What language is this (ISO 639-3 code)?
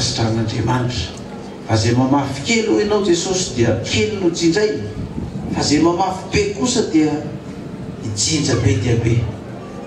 mlg